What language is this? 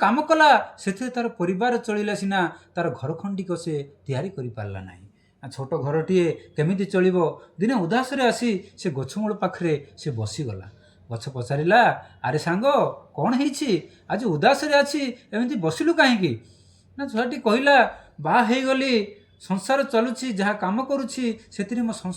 Odia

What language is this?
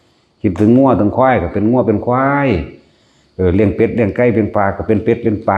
Northeastern Thai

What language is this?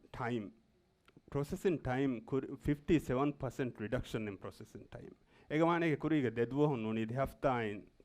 Divehi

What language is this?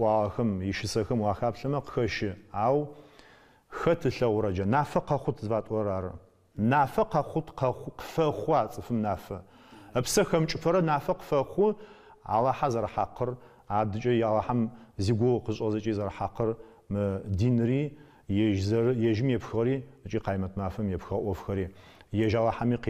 Adyghe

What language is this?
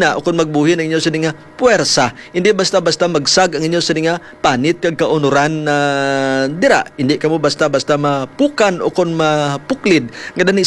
Hiligaynon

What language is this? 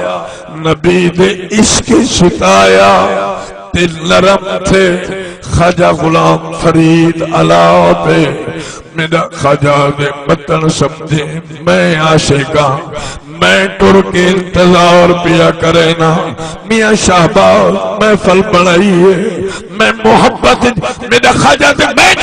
Saraiki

